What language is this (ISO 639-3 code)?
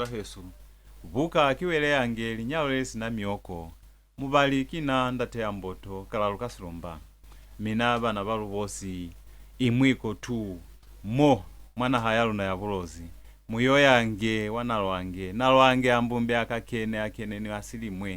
loz